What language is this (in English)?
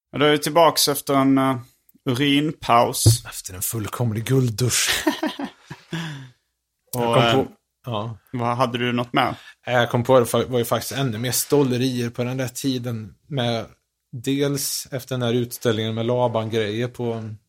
Swedish